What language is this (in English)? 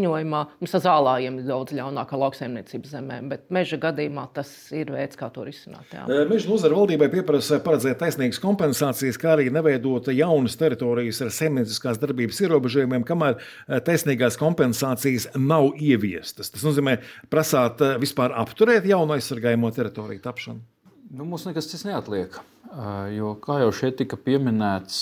Latvian